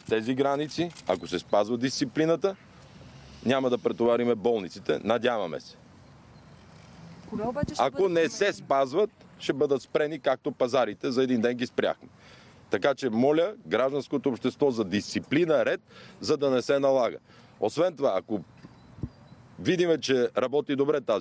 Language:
Bulgarian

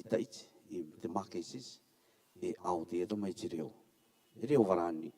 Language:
Rarotongan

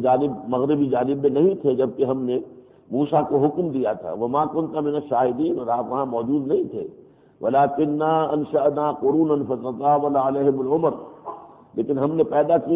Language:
Urdu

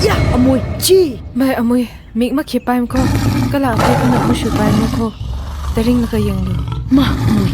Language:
Tangkhul Naga (India)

